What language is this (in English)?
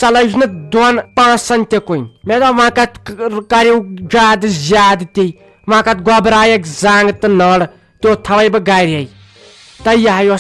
Kashmiri